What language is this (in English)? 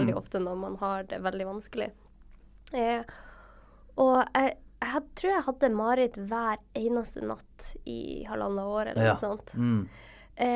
Norwegian